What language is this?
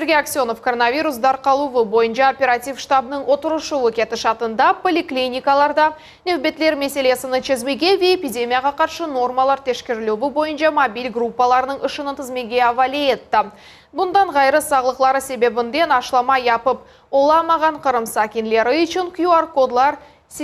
Crimean Tatar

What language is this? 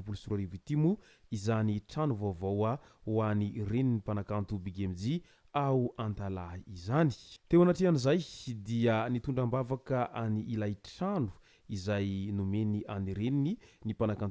Malagasy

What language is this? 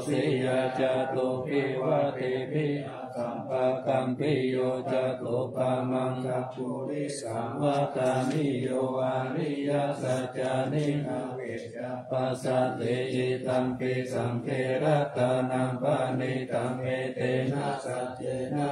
Pali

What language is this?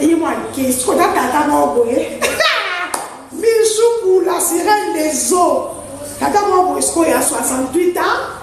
Lingala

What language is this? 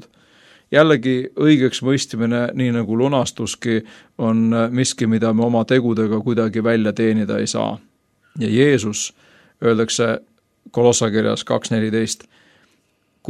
Estonian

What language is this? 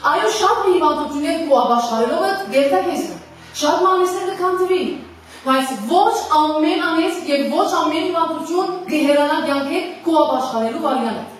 Western Armenian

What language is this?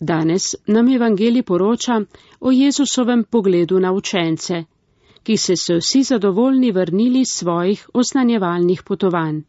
Slovenian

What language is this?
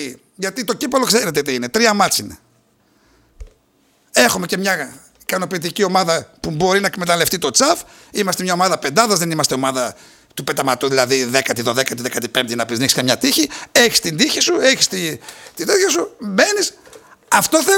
Greek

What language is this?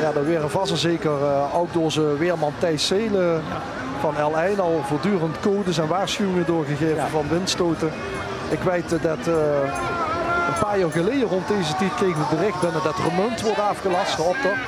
Limburgish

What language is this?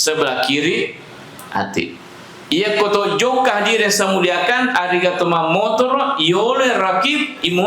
Buginese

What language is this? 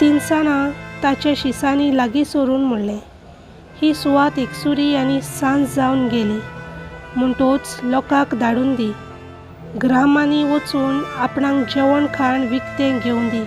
Konkani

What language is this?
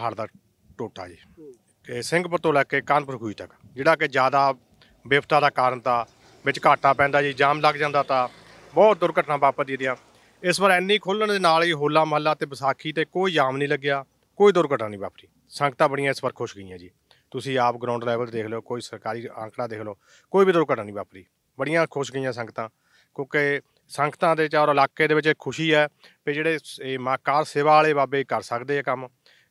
Punjabi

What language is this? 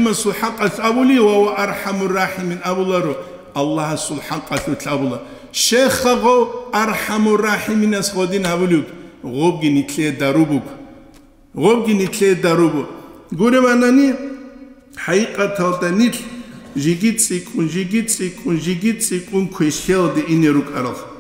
Avaric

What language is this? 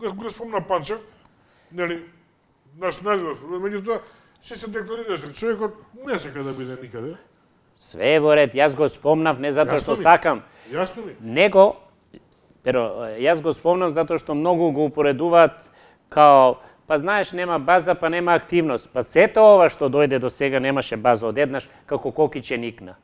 Macedonian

